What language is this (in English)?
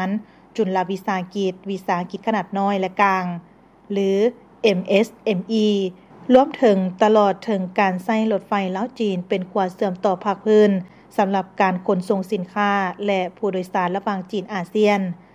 Lao